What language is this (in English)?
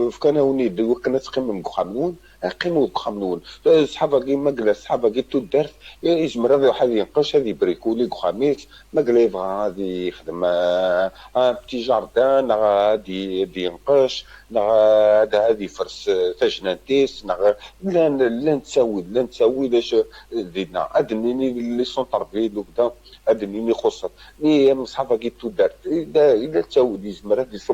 Kabyle